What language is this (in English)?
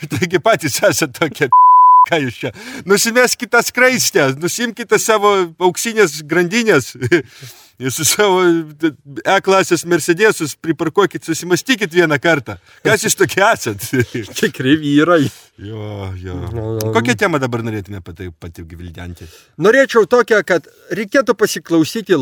Lithuanian